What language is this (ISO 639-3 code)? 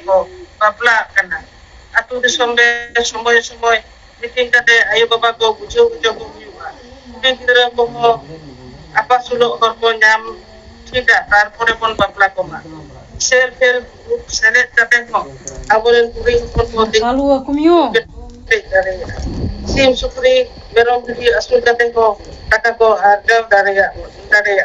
sat